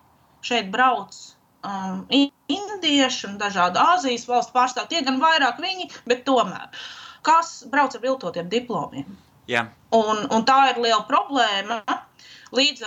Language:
Latvian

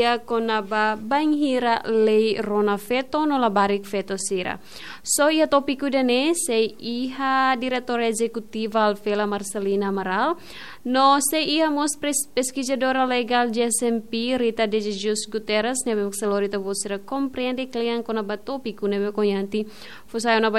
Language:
Tetum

